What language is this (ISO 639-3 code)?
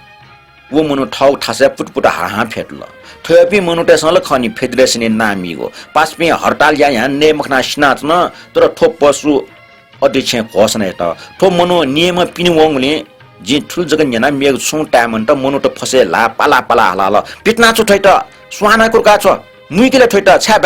new